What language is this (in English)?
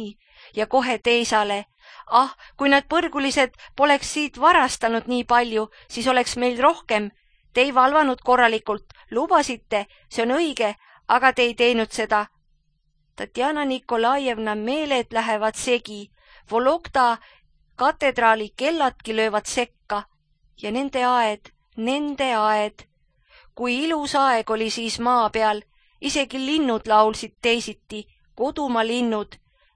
Estonian